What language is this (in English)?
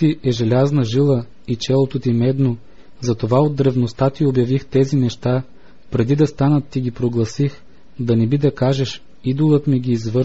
Bulgarian